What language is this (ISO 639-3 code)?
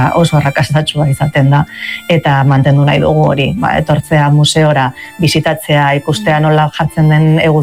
eus